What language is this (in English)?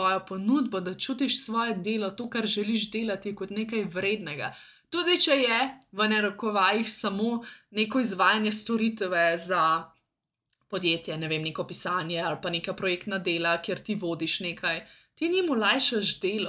Slovenian